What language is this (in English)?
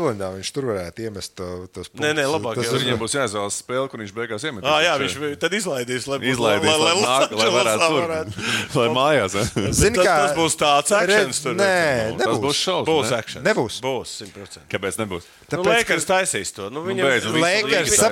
Latvian